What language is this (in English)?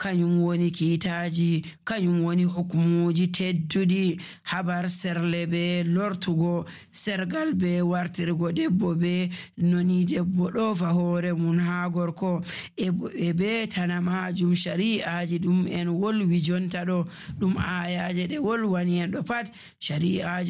Nigerian Fulfulde